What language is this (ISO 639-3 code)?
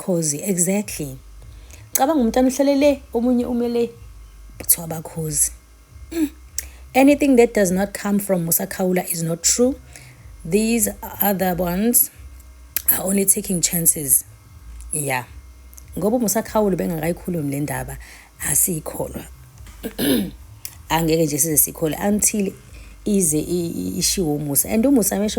zul